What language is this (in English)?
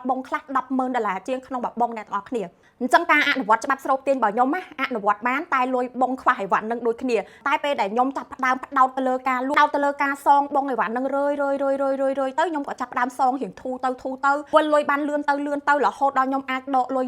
Khmer